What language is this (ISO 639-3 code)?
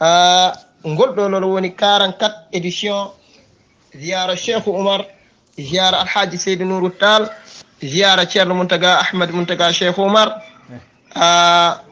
ful